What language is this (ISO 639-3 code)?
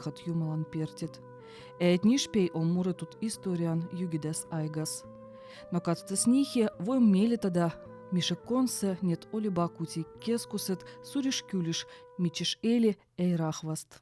vep